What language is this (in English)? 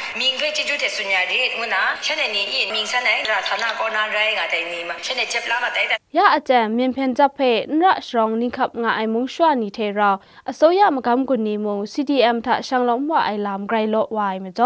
Kachin